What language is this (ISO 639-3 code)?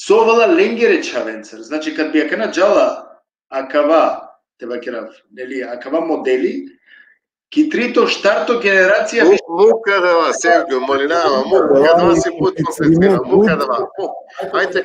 rmn